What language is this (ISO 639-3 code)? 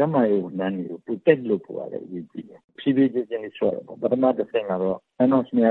mya